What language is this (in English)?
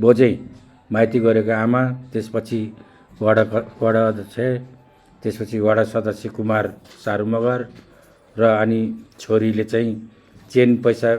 Nepali